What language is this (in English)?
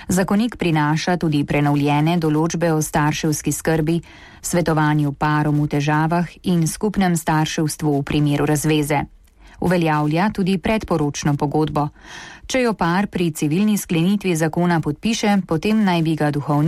Slovenian